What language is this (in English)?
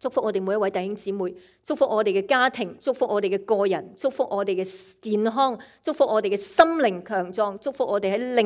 Cantonese